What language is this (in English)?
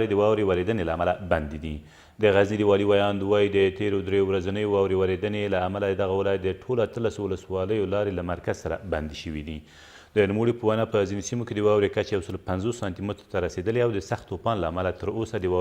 Pashto